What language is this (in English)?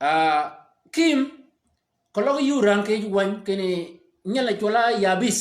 Shilluk